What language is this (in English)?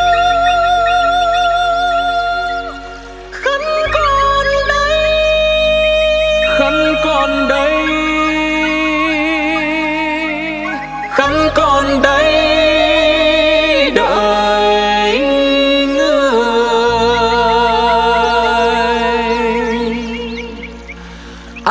Vietnamese